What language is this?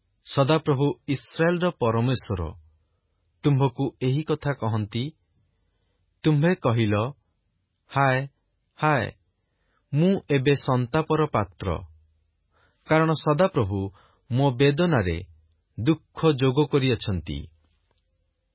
Odia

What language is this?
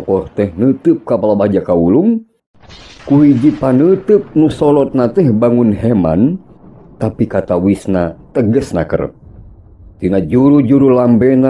Sundanese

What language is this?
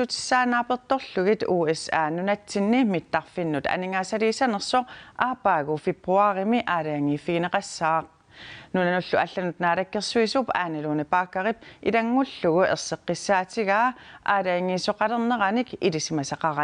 Kalaallisut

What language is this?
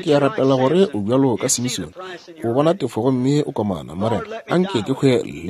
Northern Sotho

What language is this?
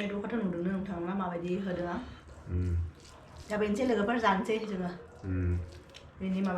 Bodo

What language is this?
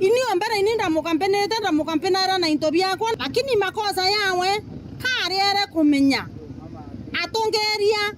Meru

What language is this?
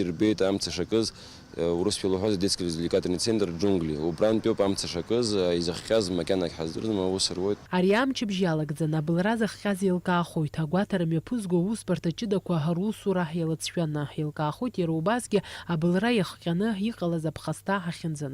Abkhazian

